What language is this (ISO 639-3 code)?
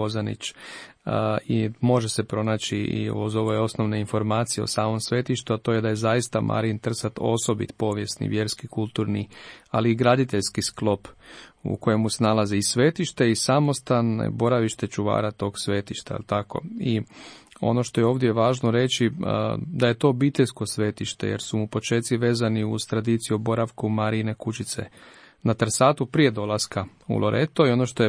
hrv